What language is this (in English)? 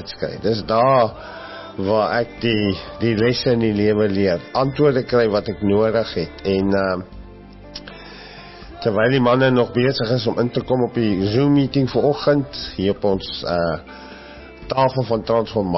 Afrikaans